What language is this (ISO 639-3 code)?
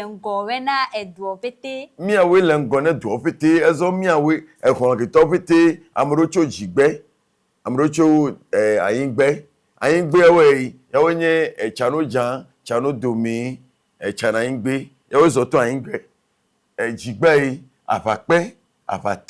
ewe